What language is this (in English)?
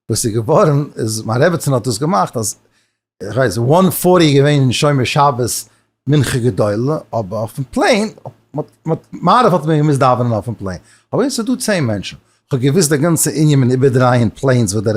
Yiddish